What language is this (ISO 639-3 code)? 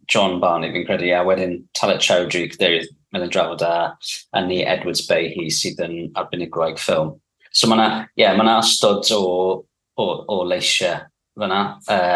cym